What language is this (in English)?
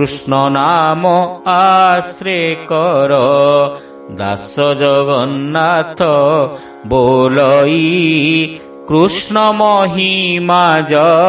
Odia